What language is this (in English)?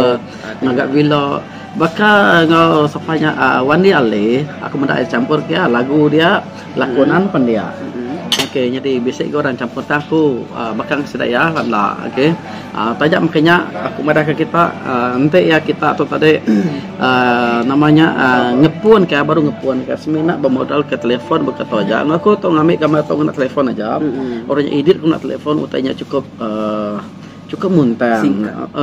Iban